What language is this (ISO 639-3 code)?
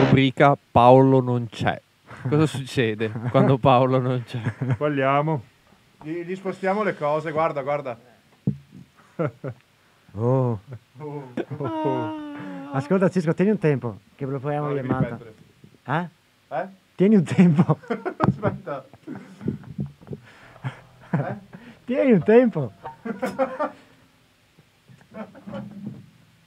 ita